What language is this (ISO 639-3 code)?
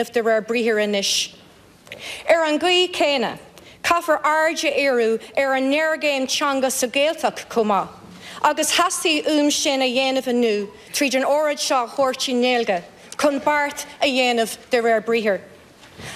gle